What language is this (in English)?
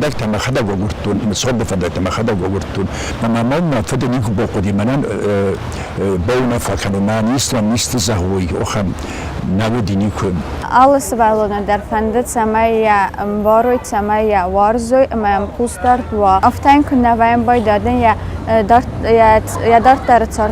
Ossetic